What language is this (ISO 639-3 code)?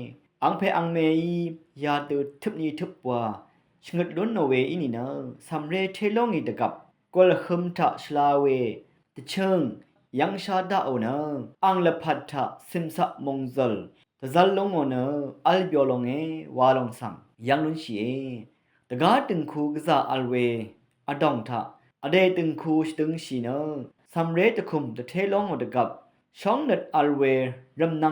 raw